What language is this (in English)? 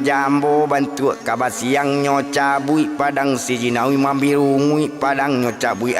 Minangkabau